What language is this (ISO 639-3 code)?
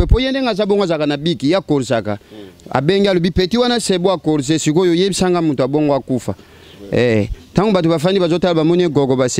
lin